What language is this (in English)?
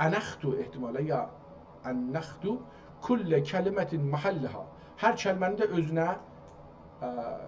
South Azerbaijani